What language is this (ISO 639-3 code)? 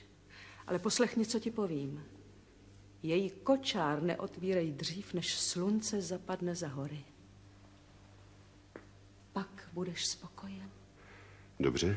ces